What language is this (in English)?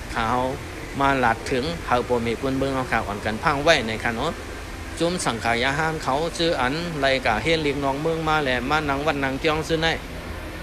Shan